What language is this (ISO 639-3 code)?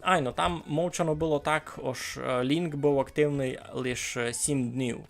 rue